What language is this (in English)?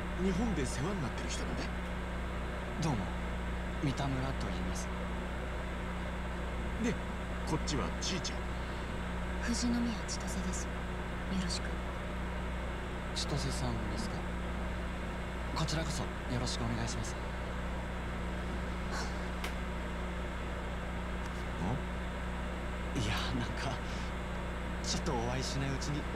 Japanese